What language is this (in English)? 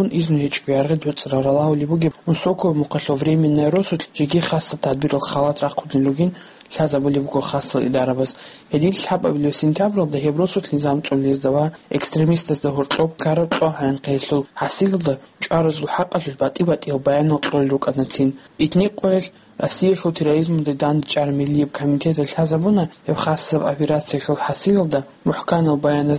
Avaric